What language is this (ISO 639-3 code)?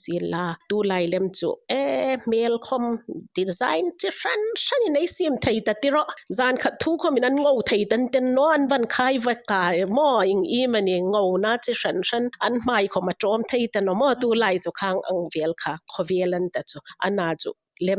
hmr